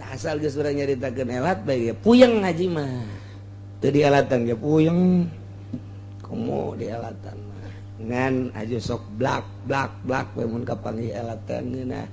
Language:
Sundanese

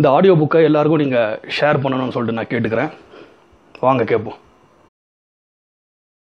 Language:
Tamil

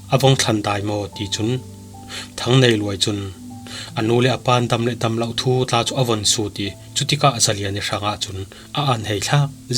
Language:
Falam Chin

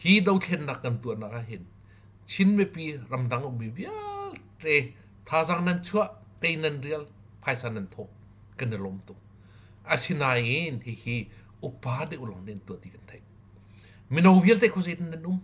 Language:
Hakha Chin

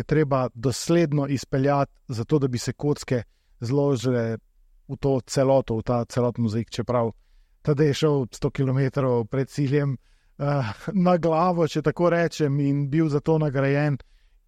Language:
Slovenian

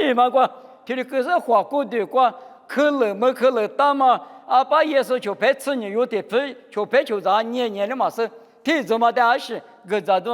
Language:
Lisu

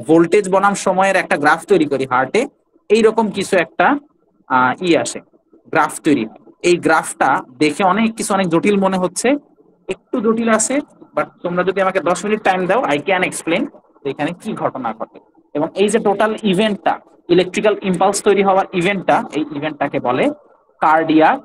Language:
Bangla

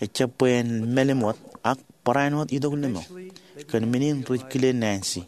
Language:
Marshallese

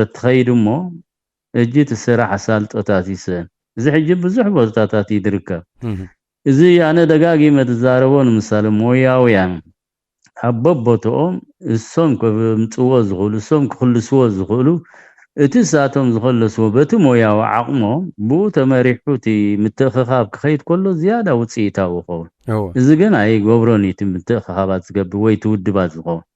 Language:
Tigrinya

